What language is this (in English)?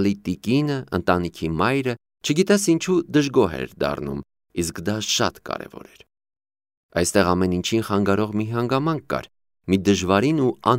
Armenian